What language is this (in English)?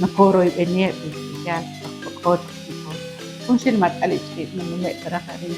Kekchí